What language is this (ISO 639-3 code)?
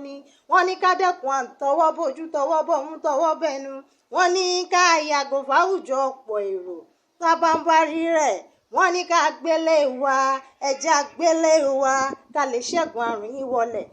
yor